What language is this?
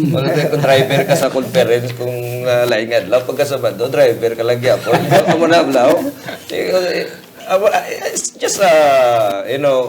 Hiligaynon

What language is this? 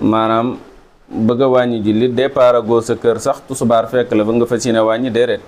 Wolof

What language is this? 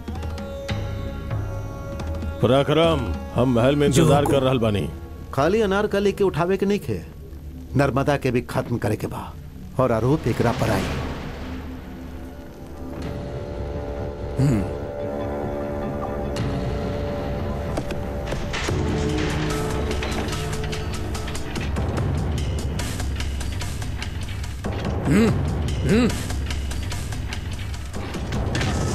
Bhojpuri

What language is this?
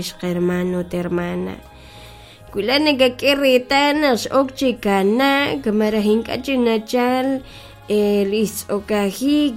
Kekchí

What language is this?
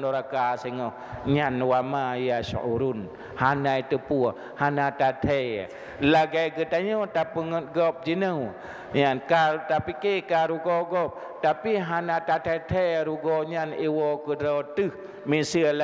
Achinese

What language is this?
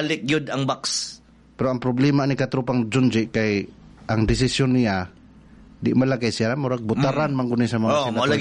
Cebuano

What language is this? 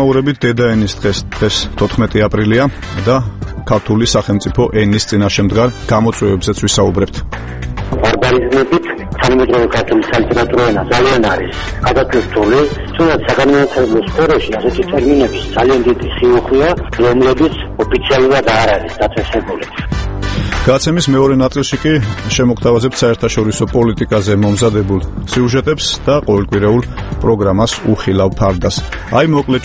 Georgian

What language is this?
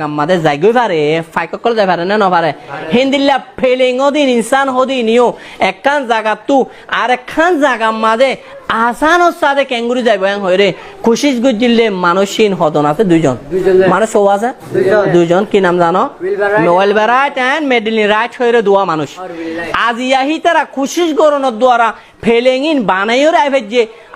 Rohingya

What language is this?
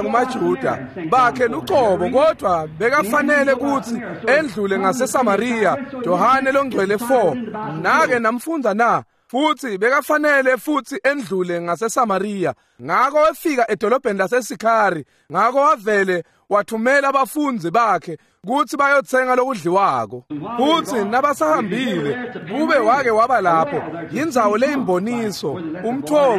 Swati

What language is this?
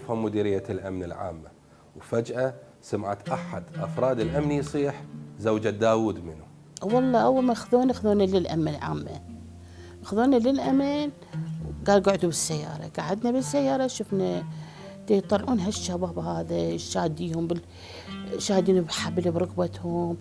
Mesopotamian Arabic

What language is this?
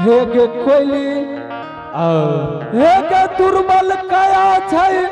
Angika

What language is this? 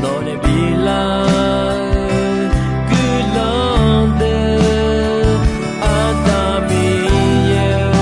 Akha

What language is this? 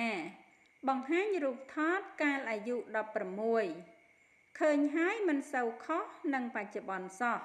Khmer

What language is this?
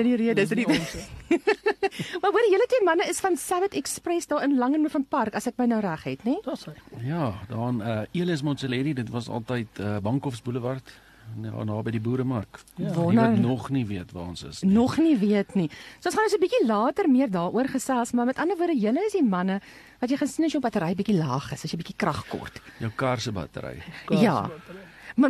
Afrikaans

